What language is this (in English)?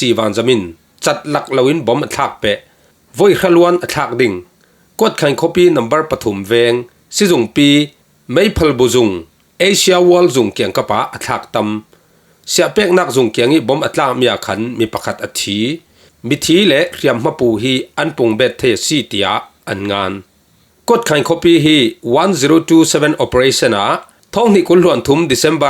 Falam Chin